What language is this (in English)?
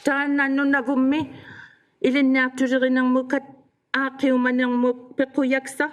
Inuktitut